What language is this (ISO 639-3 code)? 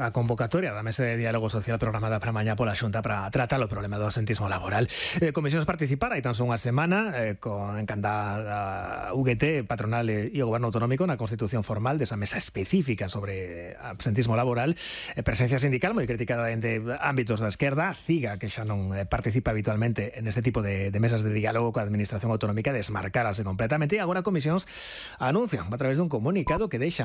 glg